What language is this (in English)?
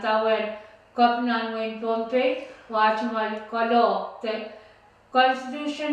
Pohnpeian